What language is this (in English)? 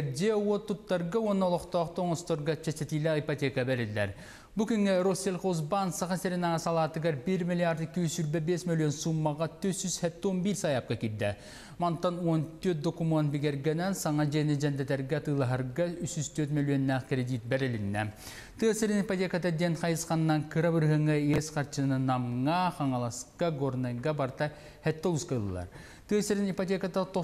Yakut